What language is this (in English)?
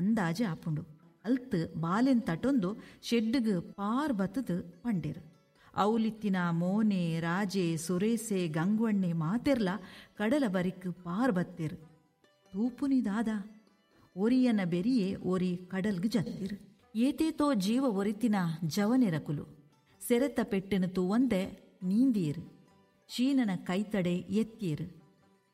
Tulu